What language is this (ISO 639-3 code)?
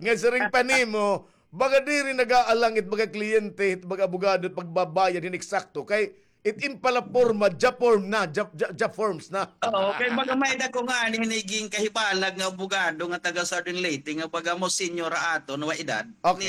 war